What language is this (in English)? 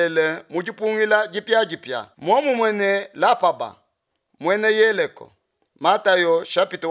Luba-Lulua